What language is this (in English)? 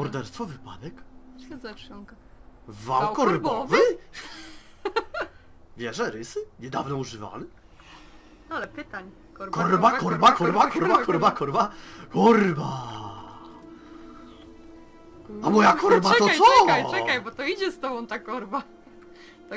Polish